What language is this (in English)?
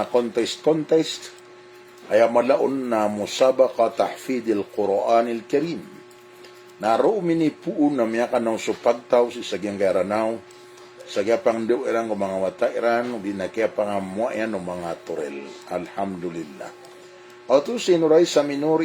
Maranao